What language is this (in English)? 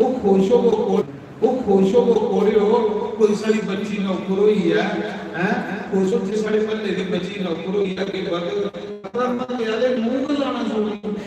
Dogri